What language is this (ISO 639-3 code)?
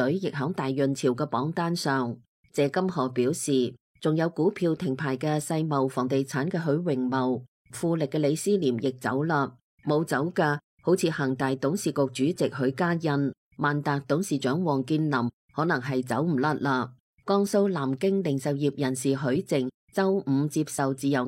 yue